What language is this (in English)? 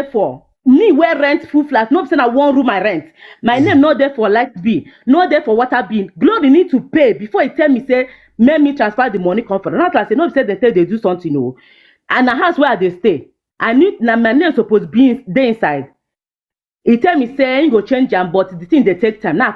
Nigerian Pidgin